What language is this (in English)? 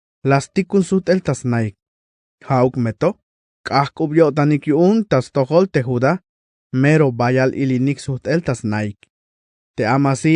Tzeltal